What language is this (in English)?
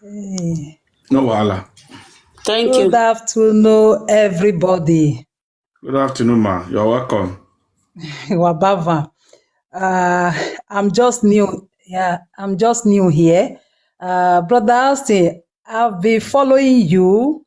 Nigerian Pidgin